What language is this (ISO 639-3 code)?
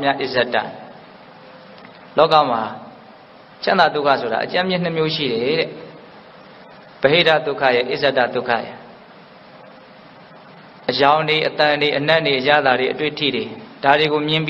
mya